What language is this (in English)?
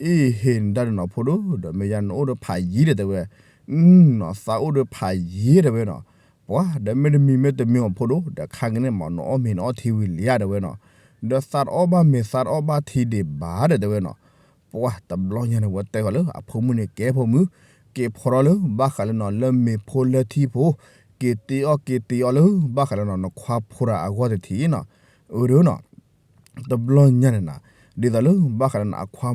S'gaw Karen